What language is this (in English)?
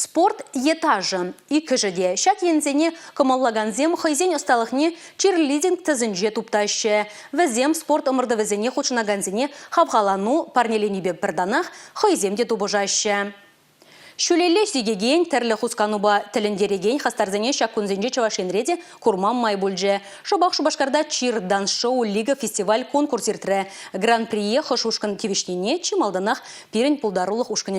Chuvash